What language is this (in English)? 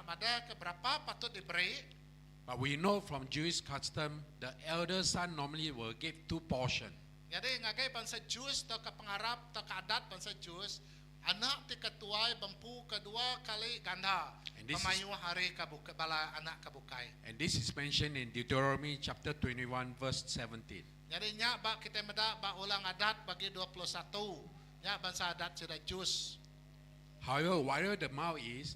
Iban